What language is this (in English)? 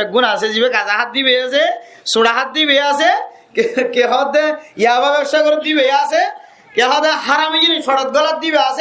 Rohingya